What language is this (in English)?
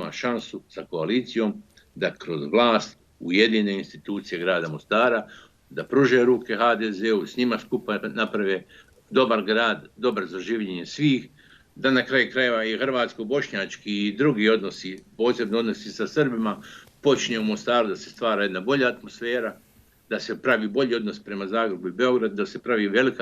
Bosnian